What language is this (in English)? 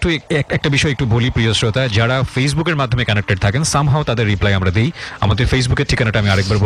Bangla